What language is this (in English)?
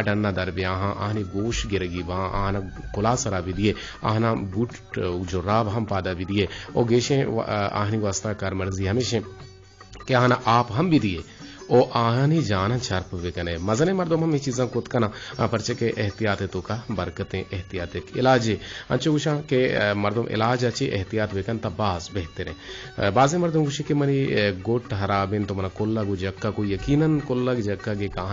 Eastern Balochi